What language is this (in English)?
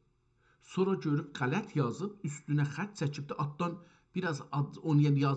South Azerbaijani